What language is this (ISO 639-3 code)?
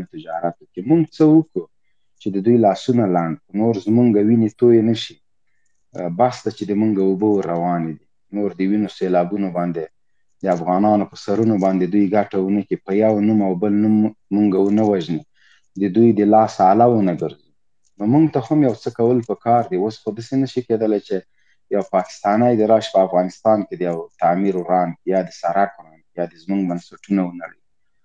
pus